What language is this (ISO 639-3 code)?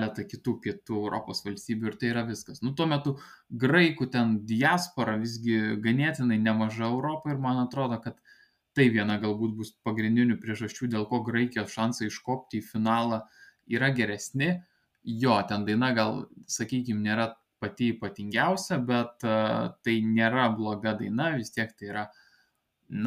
lit